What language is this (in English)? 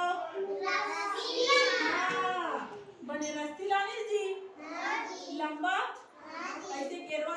Chhattisgarhi